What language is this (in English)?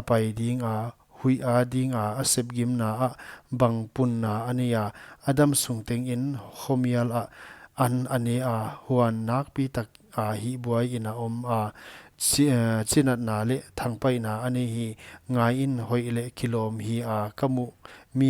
Paite Chin